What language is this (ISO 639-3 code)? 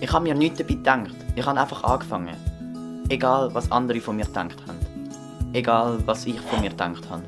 gsw